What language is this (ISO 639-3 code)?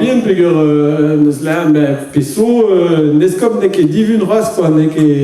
bre